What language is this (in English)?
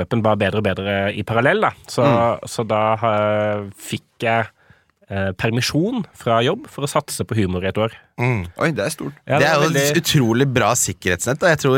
Norwegian